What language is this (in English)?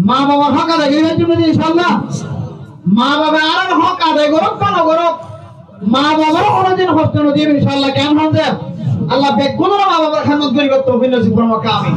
Rohingya